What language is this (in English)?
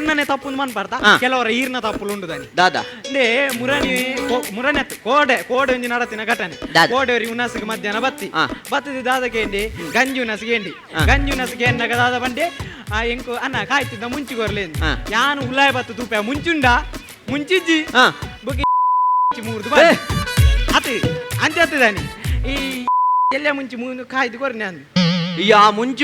Tulu